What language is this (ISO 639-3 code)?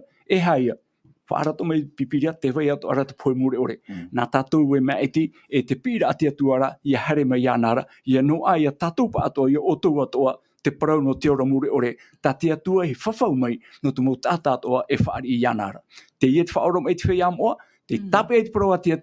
tah